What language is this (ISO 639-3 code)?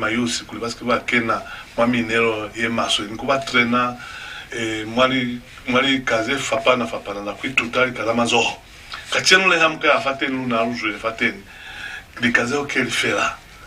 loz